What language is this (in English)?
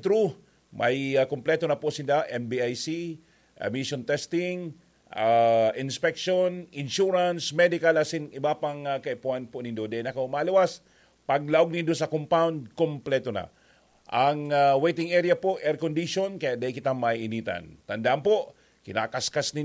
Bikol